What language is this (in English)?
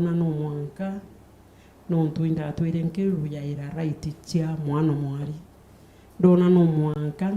Meru